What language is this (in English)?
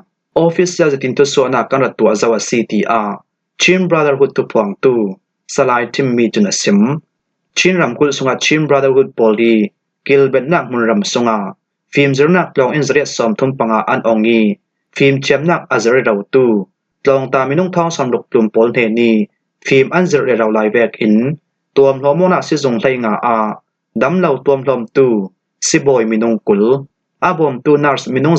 Falam Chin